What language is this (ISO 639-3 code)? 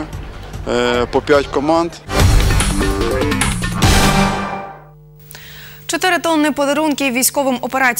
ukr